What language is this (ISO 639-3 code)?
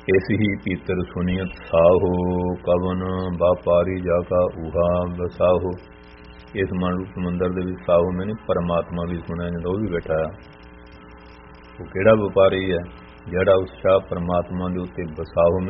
pan